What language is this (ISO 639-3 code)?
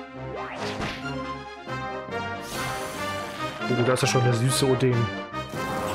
deu